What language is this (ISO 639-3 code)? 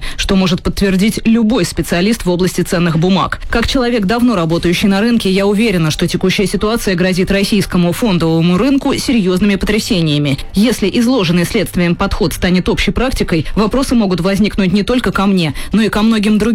rus